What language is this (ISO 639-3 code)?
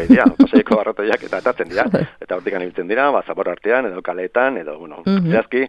eus